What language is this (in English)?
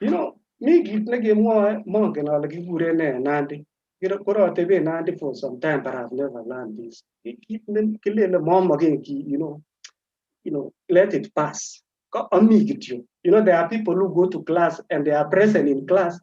Kalenjin